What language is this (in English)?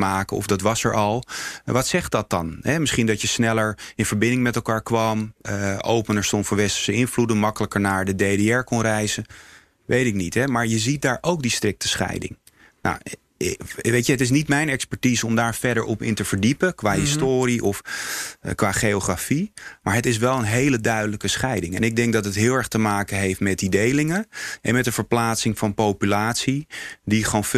Dutch